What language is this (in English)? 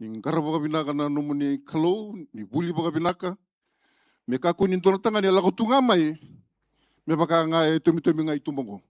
Fijian